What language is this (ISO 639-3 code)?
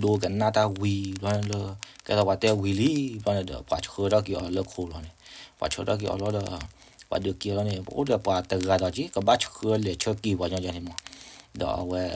ksw